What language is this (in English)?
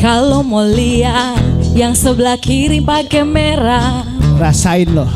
Manado Malay